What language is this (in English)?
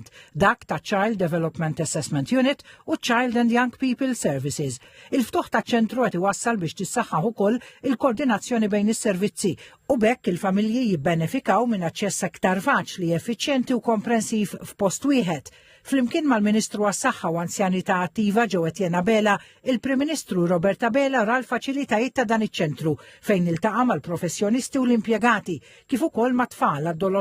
Maltese